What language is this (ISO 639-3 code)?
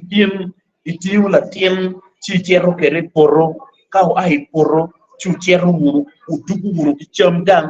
ach